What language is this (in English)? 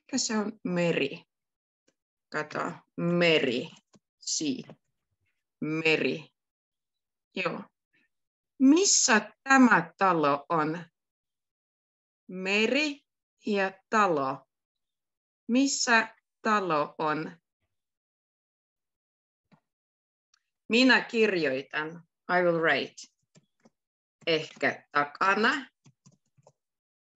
Finnish